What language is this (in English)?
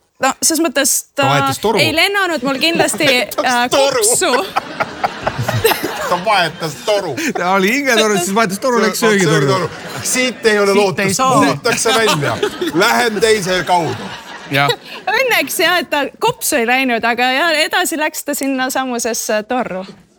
Estonian